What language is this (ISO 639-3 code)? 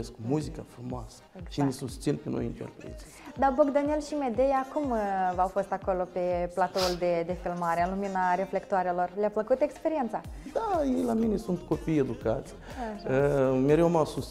ron